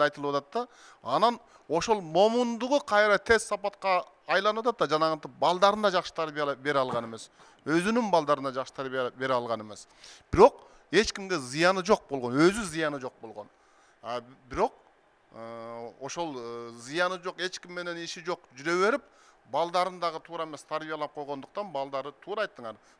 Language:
Kyrgyz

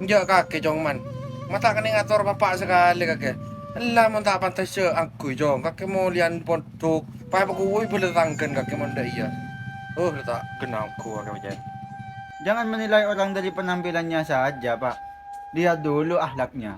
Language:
Madurese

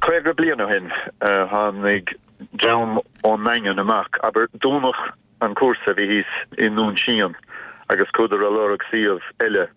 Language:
Irish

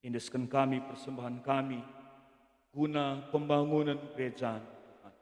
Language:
Batak Karo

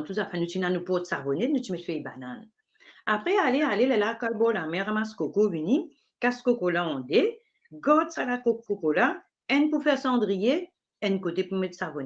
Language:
Morisyen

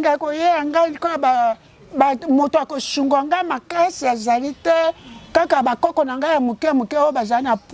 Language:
Lingala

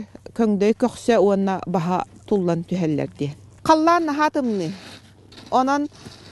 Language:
Yakut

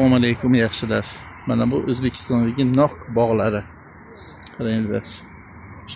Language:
Uzbek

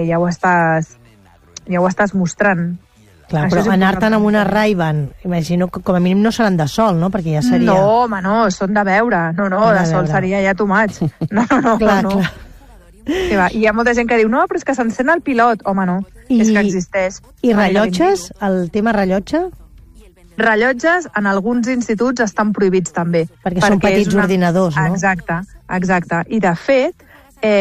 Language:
Catalan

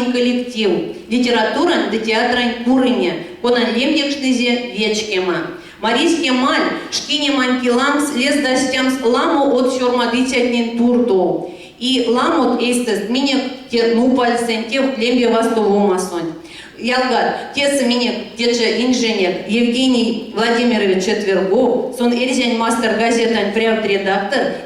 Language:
Erzya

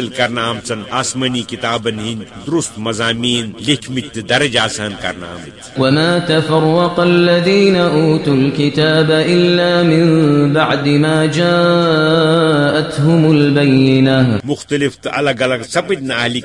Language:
Kashmiri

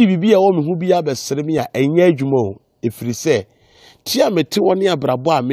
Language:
Akan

